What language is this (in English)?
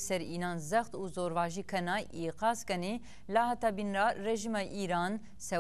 Zaza